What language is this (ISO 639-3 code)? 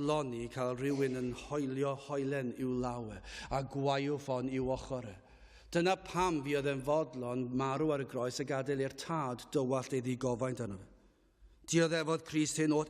cym